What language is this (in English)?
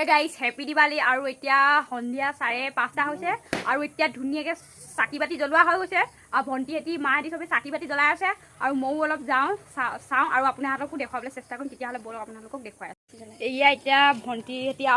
Assamese